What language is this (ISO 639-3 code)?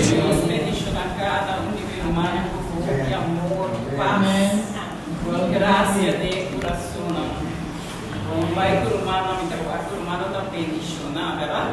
pap